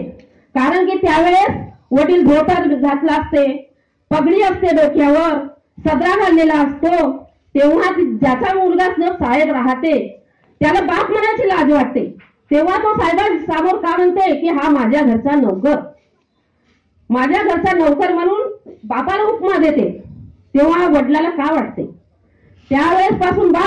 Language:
Marathi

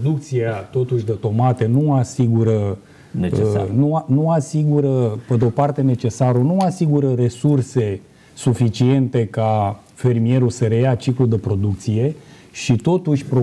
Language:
Romanian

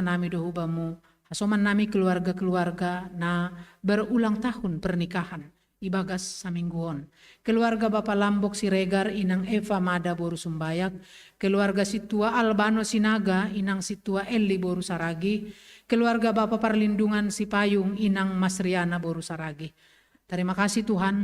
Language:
Batak Simalungun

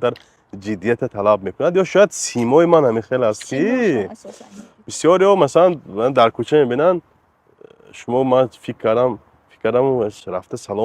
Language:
Tajik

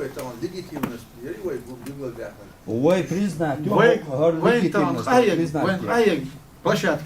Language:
Chechen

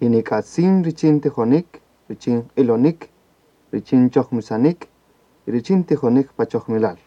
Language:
Kaqchikel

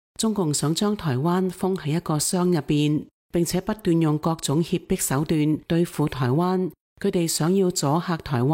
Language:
Cantonese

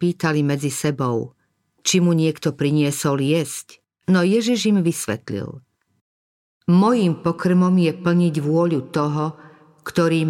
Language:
Slovak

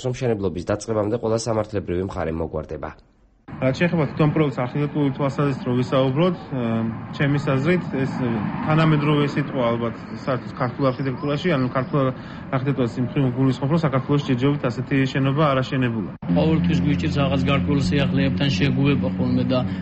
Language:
Georgian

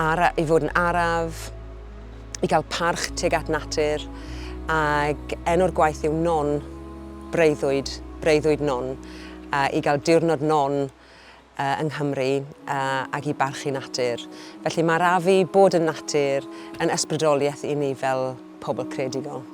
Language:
Welsh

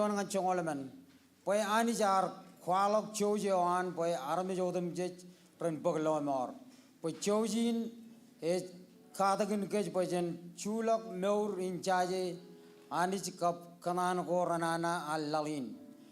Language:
Marshallese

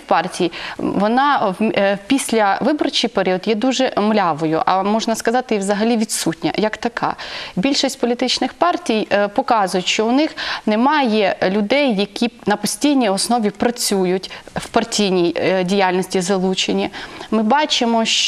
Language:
Ukrainian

